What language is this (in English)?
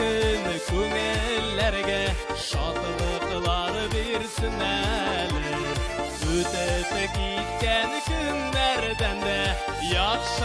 Tatar